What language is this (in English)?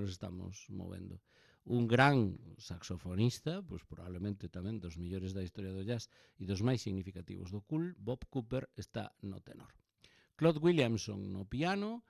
Galician